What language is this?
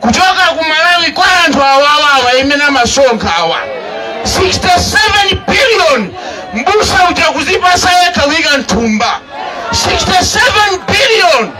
Nyanja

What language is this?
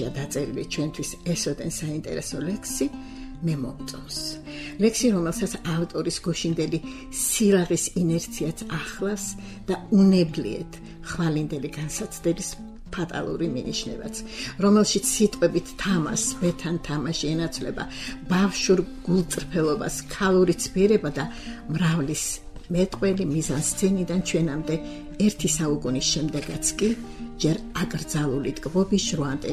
Georgian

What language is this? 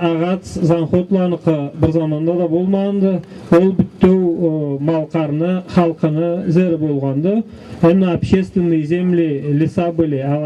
Karachay-Balkar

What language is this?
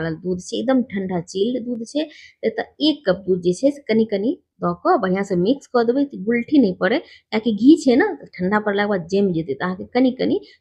Maithili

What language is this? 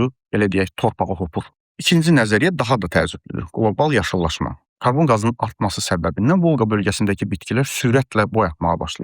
Azerbaijani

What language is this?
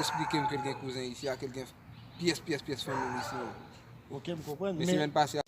Haitian Creole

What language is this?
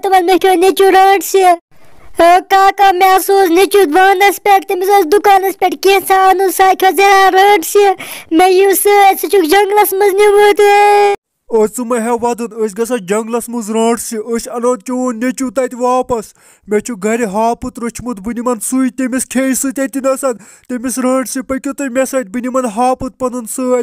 Kashmiri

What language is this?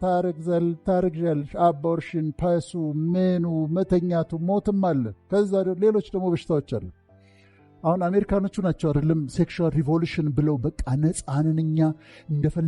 Amharic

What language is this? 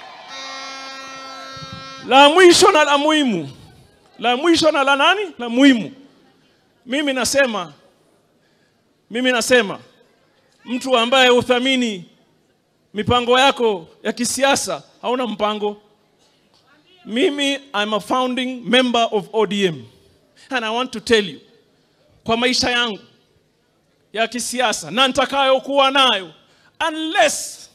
Swahili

